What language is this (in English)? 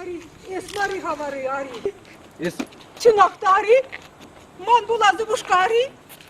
Chuvash